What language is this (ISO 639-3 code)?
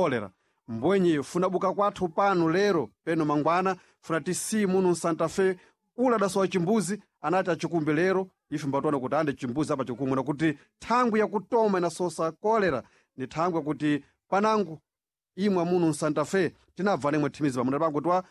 seh